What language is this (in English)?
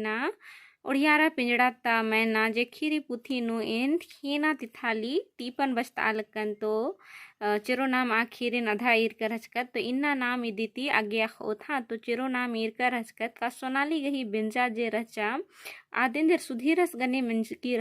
Kurukh